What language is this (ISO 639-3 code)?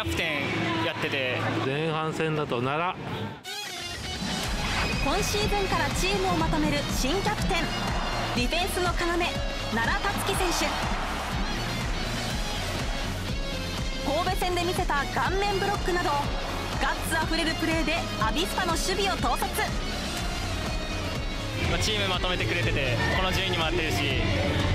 jpn